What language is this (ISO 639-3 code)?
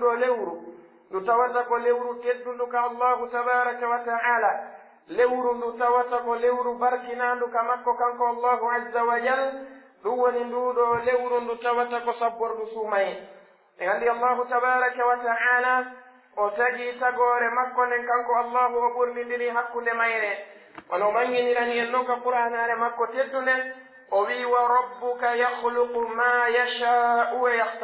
fuf